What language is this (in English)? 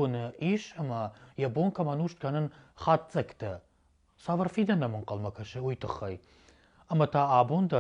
Ossetic